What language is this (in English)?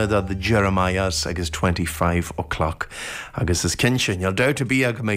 Irish